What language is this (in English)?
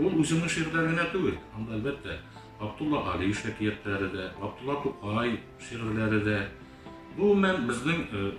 Tatar